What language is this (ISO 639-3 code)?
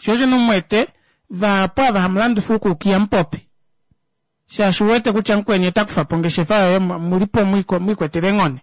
kua